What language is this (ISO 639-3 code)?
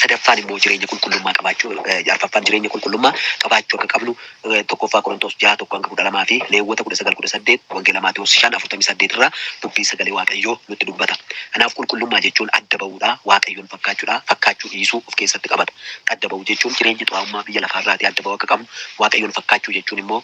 orm